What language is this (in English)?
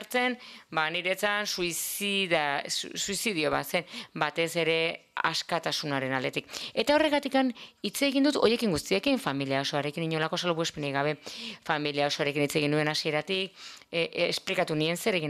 Basque